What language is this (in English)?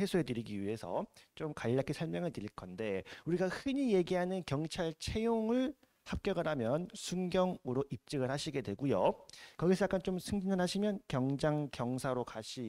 Korean